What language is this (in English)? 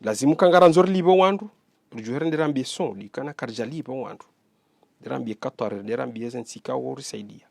Ngazidja Comorian